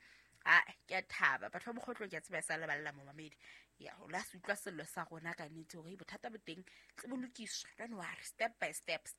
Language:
Southern Sotho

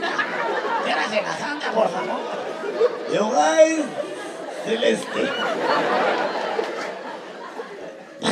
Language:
Hebrew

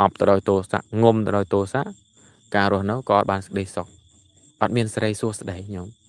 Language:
Khmer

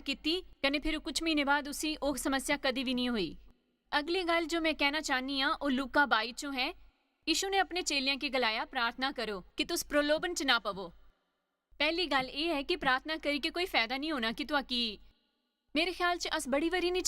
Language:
Dogri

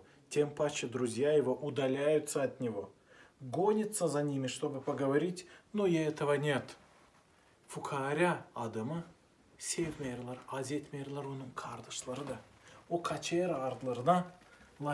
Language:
Gagauz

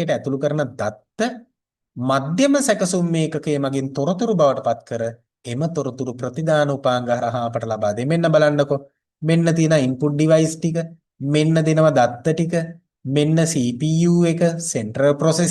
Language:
Sinhala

